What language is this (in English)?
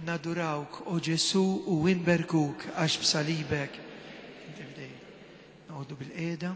Maltese